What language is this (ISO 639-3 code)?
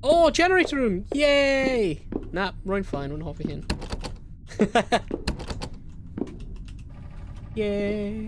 cym